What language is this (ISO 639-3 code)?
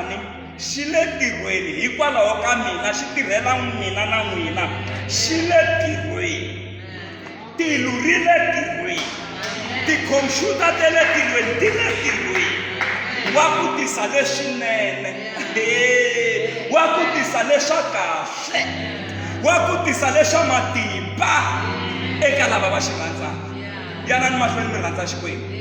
tso